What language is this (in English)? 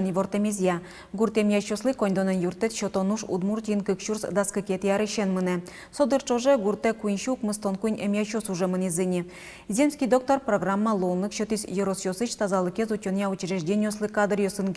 Udmurt